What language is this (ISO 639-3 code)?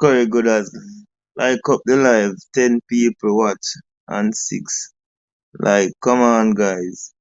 jam